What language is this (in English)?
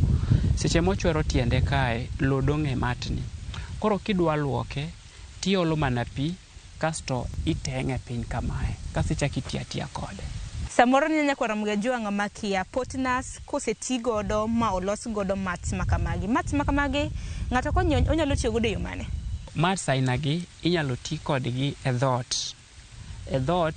Luo (Kenya and Tanzania)